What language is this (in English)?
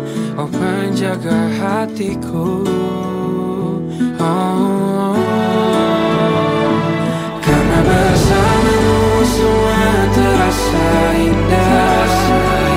Indonesian